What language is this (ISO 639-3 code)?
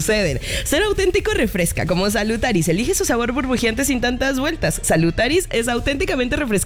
spa